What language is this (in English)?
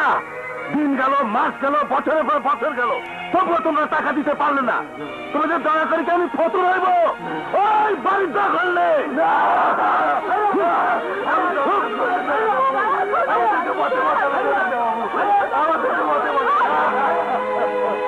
Bangla